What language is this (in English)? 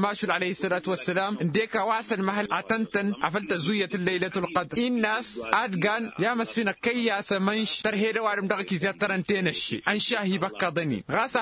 Tamasheq